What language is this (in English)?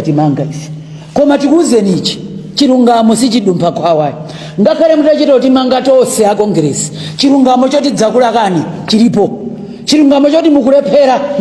Nyanja